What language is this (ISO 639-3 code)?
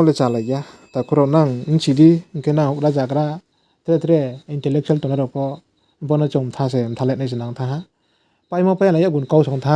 ria